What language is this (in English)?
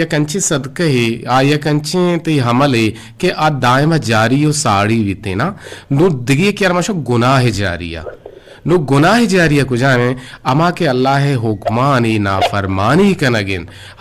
Eastern Balochi